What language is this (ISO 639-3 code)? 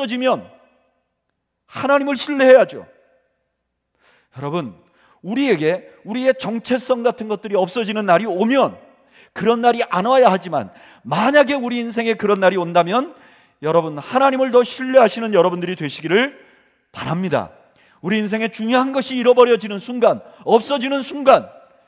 kor